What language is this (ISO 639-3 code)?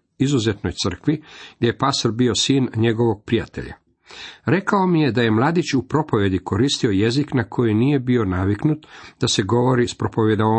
hrv